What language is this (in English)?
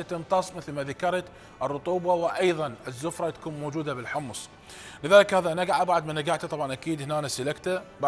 Mesopotamian Arabic